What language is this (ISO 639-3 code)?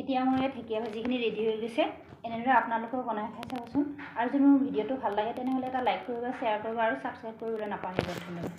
asm